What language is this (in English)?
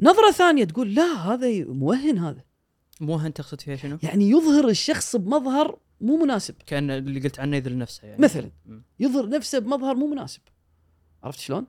Gulf Arabic